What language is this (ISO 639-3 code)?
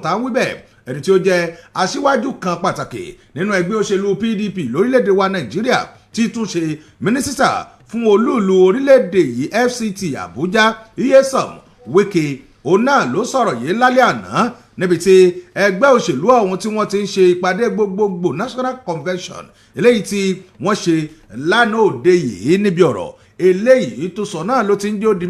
yor